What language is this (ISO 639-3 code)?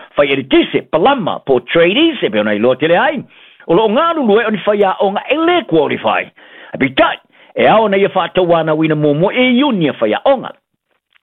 smo